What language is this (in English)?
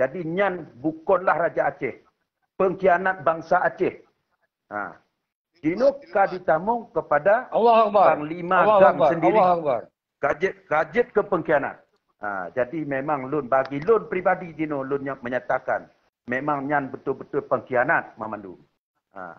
Achinese